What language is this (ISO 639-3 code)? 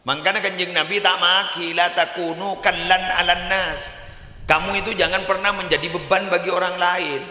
mad